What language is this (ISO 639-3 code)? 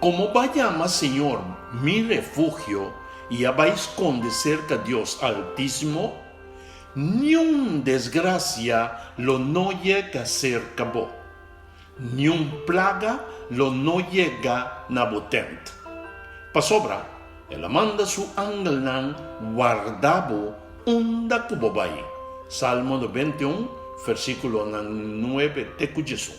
pap